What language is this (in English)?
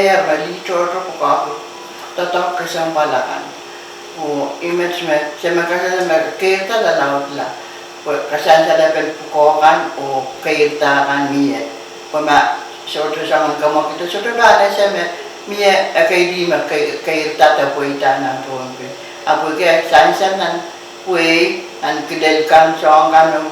Pohnpeian